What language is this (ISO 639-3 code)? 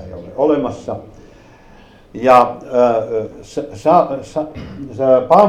fin